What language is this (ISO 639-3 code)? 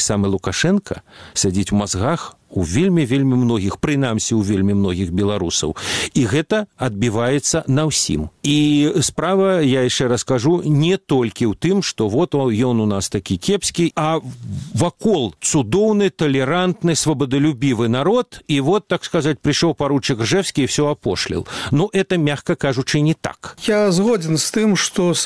bel